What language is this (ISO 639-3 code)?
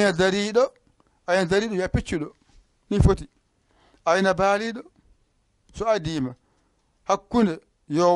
ful